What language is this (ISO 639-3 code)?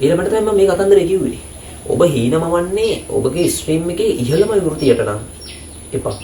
sin